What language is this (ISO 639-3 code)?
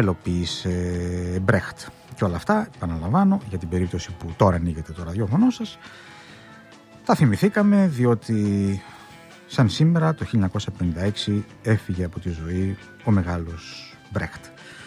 ell